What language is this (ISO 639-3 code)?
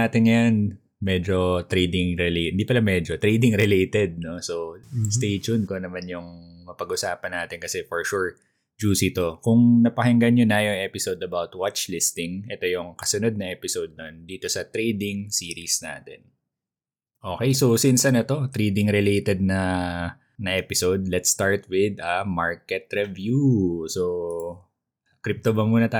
fil